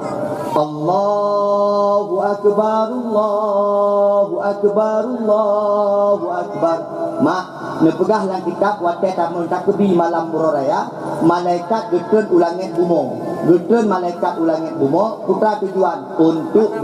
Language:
Achinese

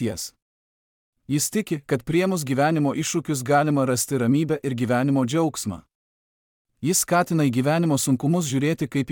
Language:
Lithuanian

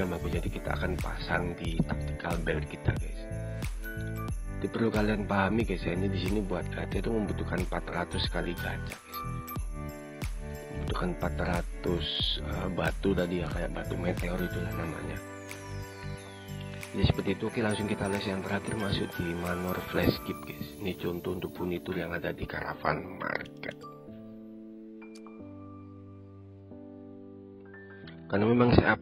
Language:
Indonesian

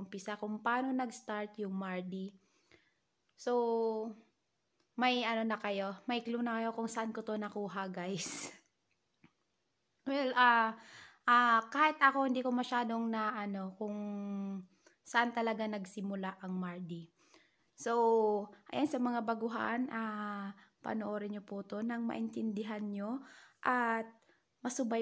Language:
Filipino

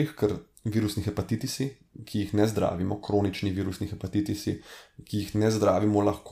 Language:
Slovenian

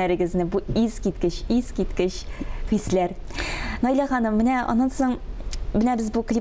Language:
Tatar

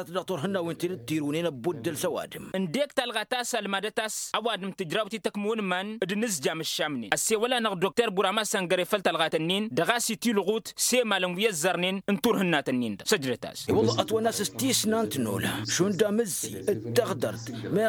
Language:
Tamasheq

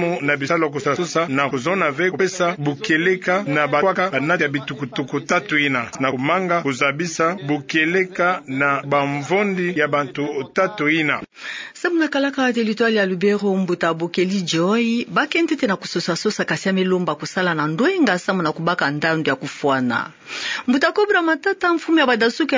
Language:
Kituba (Democratic Republic of Congo)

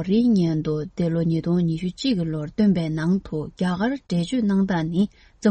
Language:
Tibetan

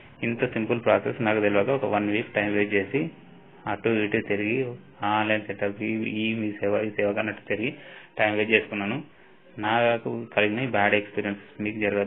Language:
Telugu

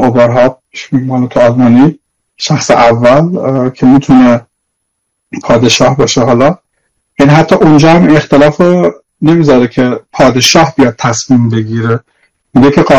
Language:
Persian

